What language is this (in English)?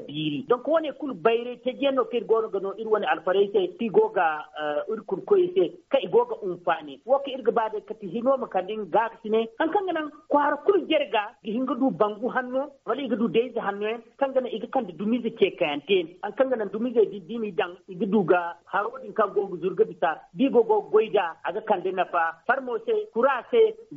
Zarma